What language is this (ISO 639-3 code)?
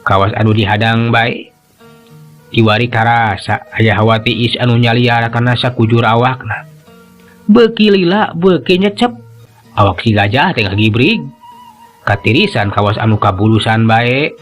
sun